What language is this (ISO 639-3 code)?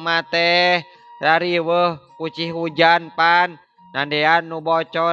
sun